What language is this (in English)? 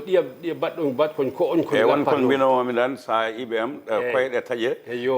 Fula